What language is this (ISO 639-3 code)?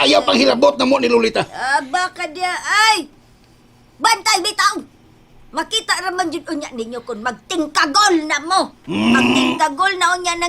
ceb